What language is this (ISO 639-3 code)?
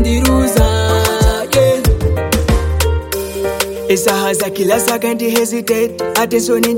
kin